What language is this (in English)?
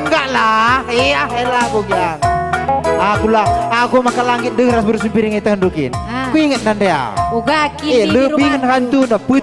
Batak Karo